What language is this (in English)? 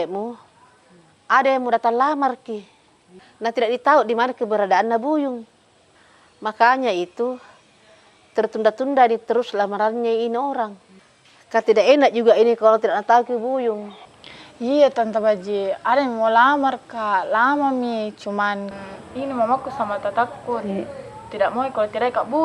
Makassar Malay